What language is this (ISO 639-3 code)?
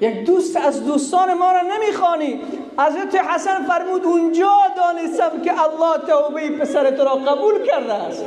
fas